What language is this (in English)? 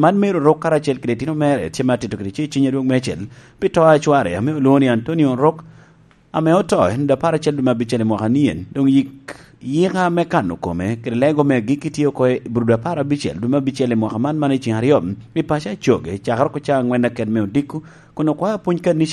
Lango (Uganda)